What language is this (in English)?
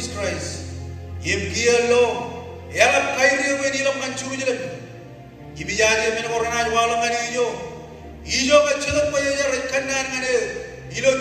Marshallese